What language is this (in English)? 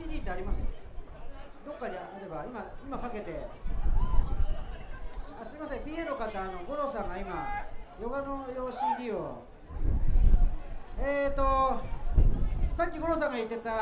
Japanese